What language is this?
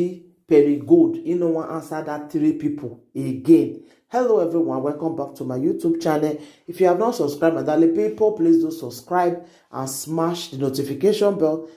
Nigerian Pidgin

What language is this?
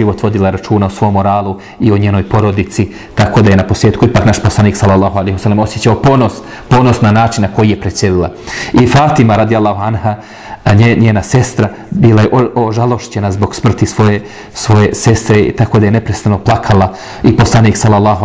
Bosnian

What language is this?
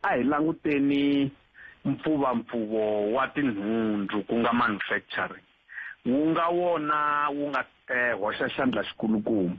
Tsonga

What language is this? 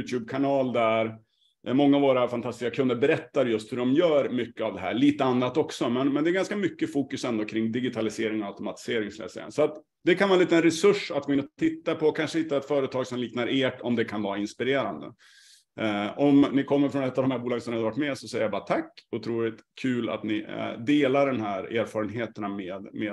Swedish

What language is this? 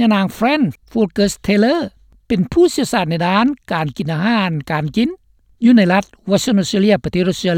Lao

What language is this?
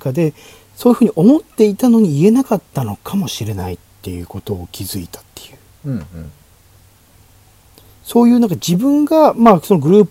Japanese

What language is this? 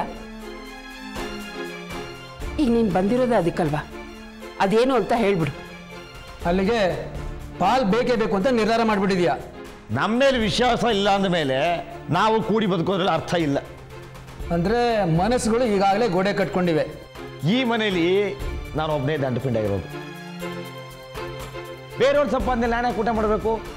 Kannada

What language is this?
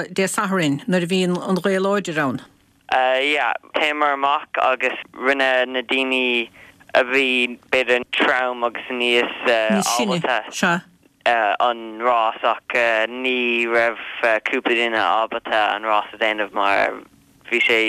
Irish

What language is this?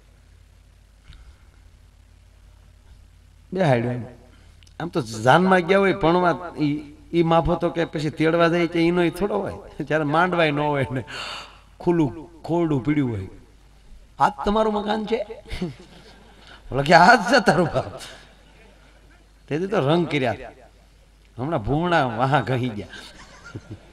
Gujarati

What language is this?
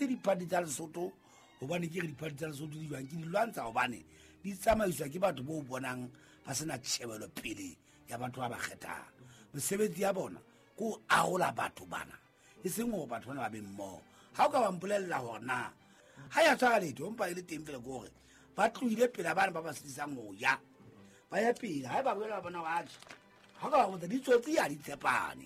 Southern Sotho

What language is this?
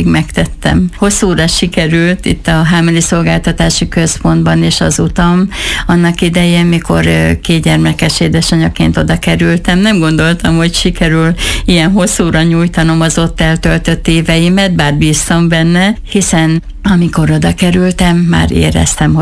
Hungarian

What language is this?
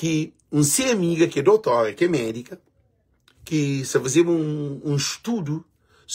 Kabuverdianu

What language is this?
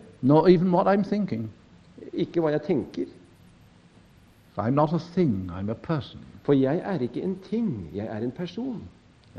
Norwegian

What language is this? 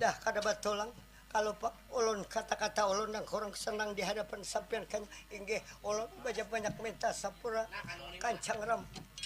Banjar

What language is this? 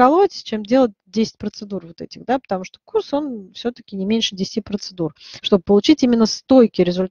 Russian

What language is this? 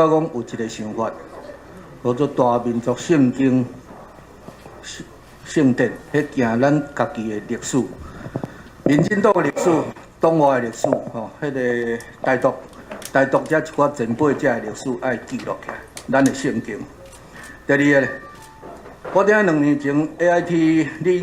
Min Nan Chinese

